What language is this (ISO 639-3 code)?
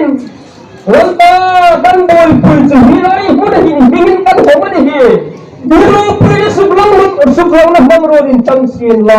hmr